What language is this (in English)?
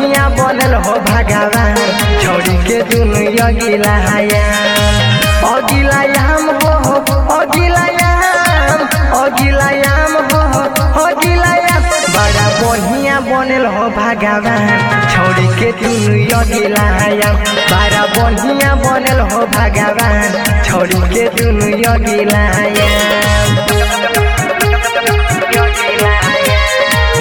Bhojpuri